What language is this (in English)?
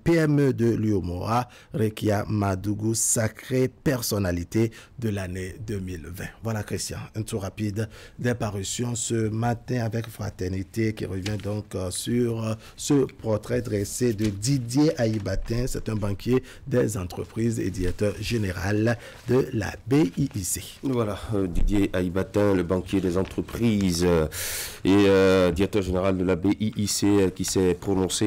French